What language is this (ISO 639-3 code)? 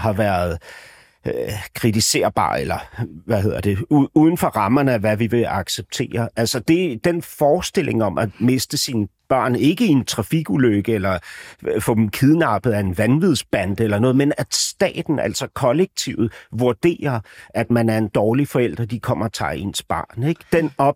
dan